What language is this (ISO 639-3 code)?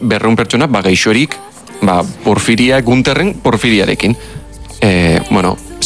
eus